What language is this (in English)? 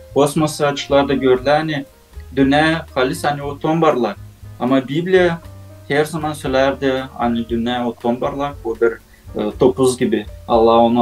Gagauz